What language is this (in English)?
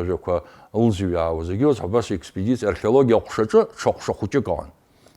Abkhazian